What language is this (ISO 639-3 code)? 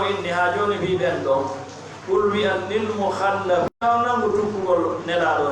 ful